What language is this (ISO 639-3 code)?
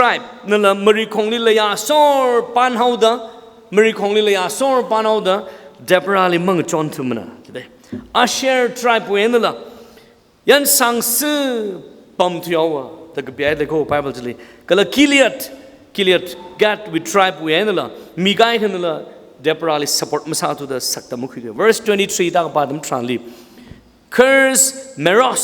nmf